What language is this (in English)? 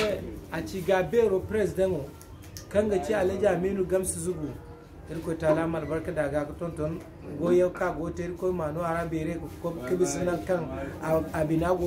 Zarma